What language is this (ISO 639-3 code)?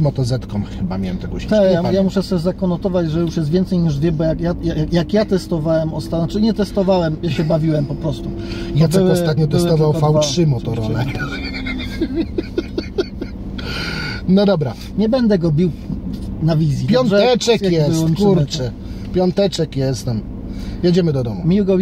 pol